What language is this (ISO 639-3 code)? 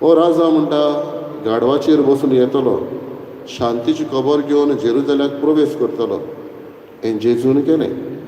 kok